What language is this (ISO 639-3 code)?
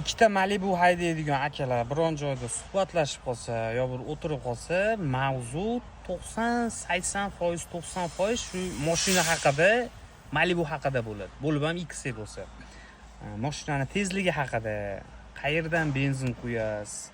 uzb